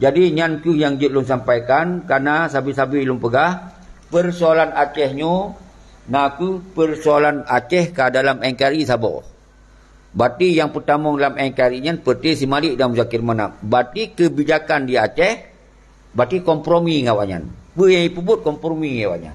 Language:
Achinese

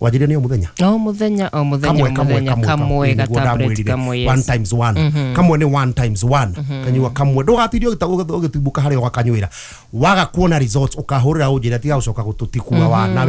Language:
Kikuyu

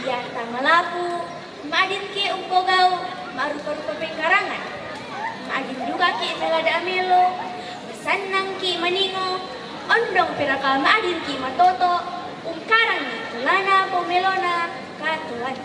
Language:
Toraja-Sa'dan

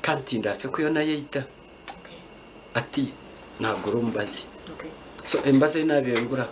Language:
Nyankole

